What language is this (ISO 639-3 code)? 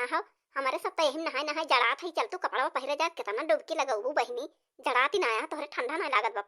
awa